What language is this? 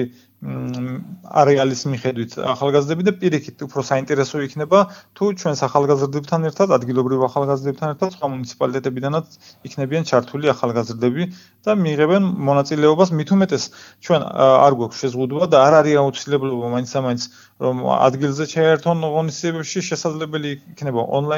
Georgian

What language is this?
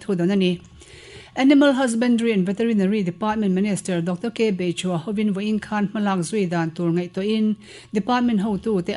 Mizo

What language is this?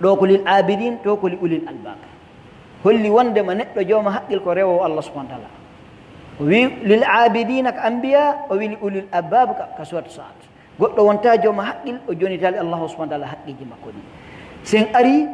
Pular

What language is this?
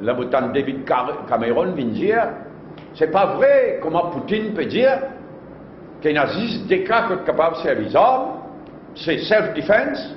Morisyen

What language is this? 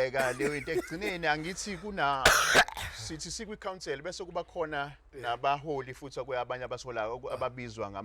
Zulu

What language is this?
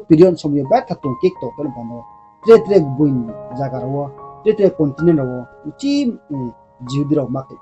Riang (India)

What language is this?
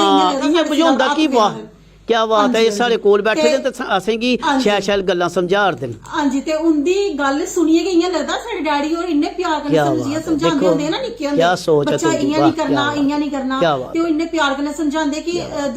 Dogri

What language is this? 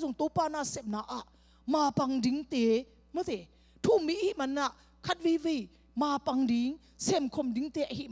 Tedim Chin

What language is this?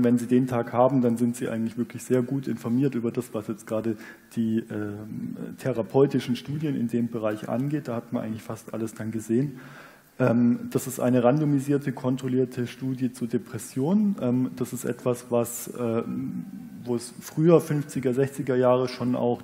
German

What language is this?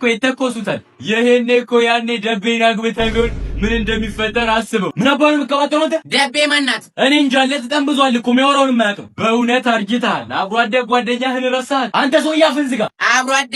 Amharic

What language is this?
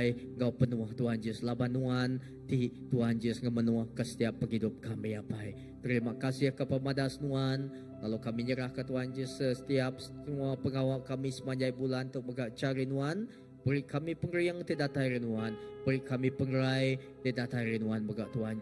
Iban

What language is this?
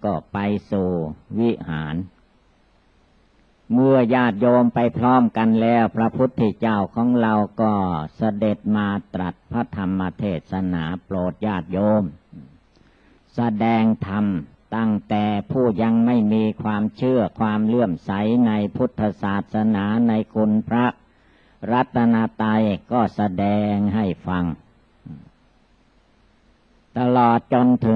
Thai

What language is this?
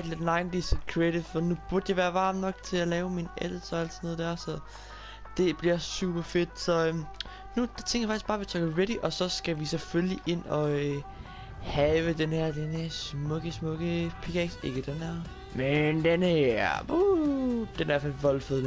Danish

